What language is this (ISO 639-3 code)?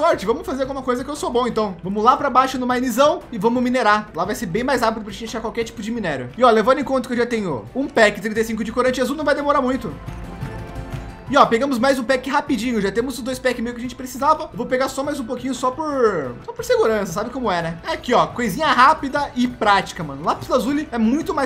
por